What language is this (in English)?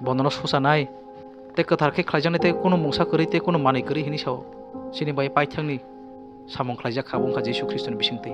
Kok Borok